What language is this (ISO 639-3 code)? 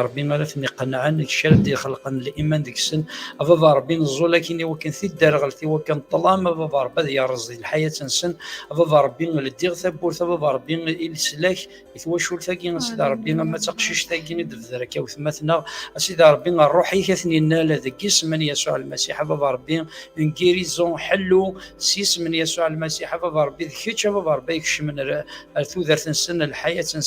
kab